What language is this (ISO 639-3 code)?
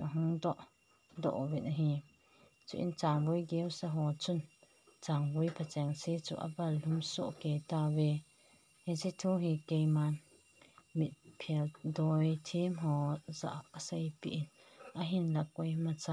tcz